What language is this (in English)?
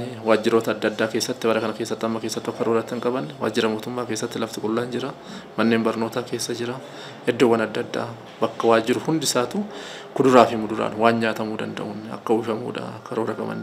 Oromo